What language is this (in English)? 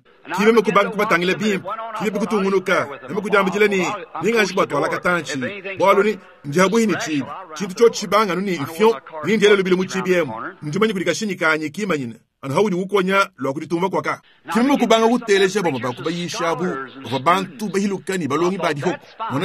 Luba-Lulua